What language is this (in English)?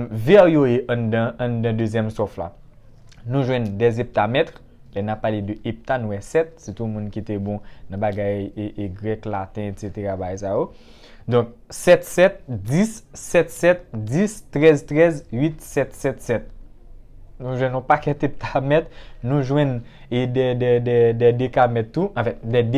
Haitian Creole